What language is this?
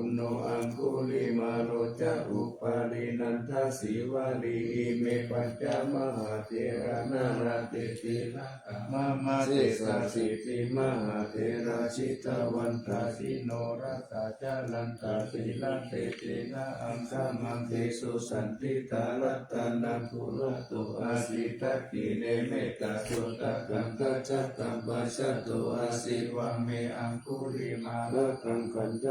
Pali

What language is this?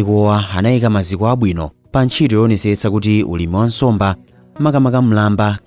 Nyanja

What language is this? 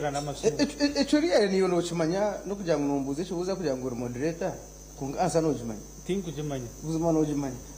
Nyankole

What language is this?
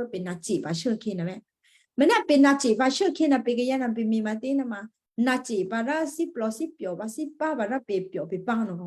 Western Kayah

